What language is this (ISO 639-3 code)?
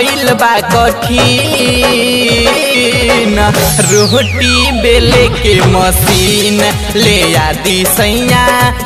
bho